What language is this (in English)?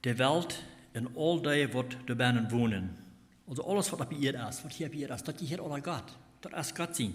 Plautdietsch